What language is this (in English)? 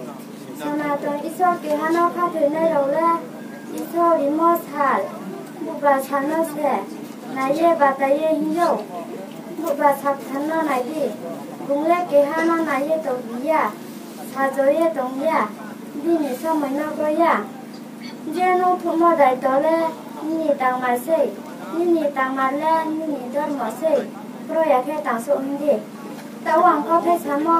Riang (India)